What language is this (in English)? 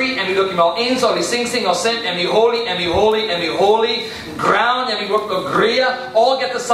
Tok Pisin